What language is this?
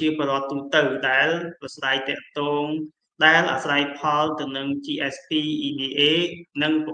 Khmer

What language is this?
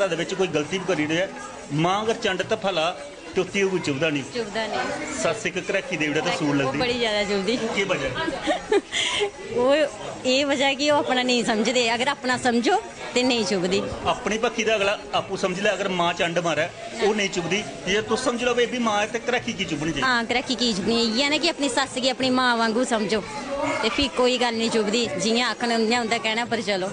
Dogri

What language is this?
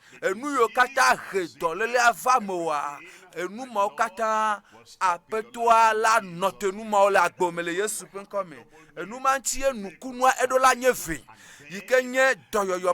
Ewe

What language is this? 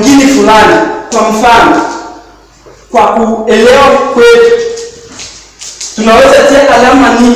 Swahili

